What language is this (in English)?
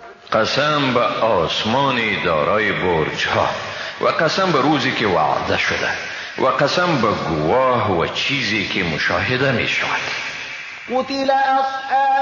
Persian